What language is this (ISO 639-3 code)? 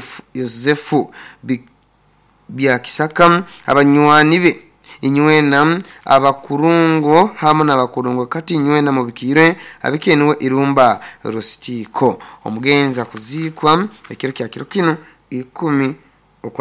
nyo